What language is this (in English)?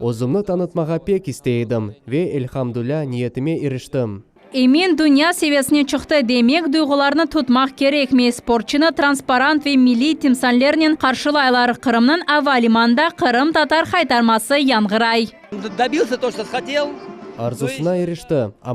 Crimean Tatar